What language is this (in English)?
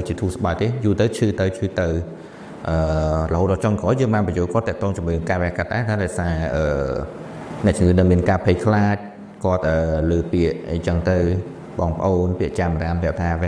Khmer